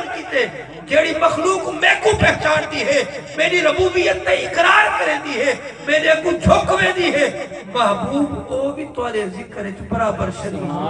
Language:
Saraiki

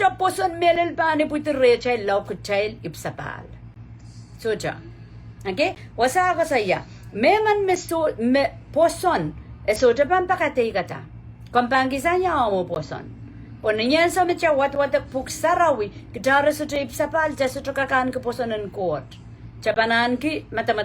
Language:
Pohnpeian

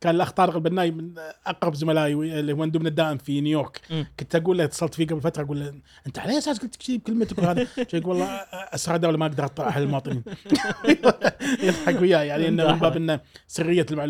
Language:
Gulf Arabic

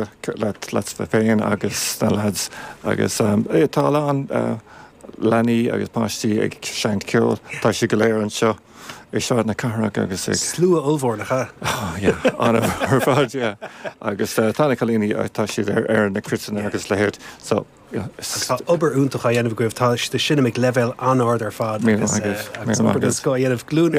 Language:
Irish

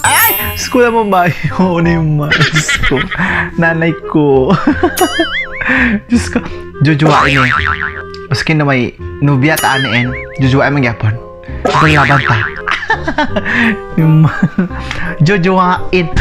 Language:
Kagayanen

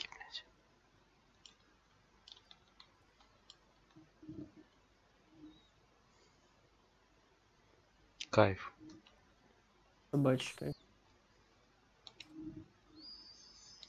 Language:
Russian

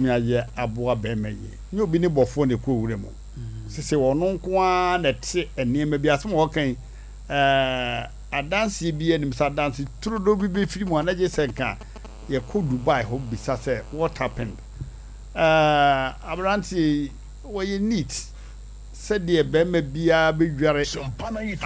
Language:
Akan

